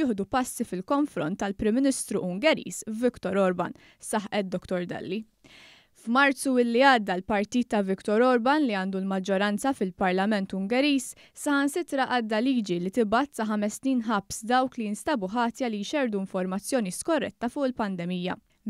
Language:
Maltese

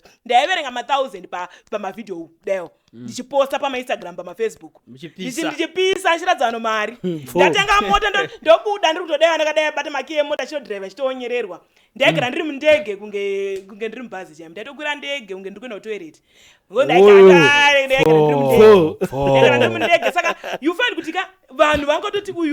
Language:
Shona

